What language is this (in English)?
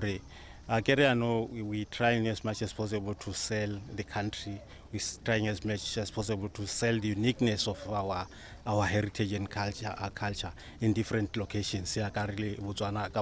Tswana